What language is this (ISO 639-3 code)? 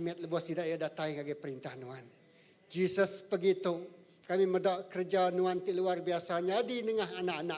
iba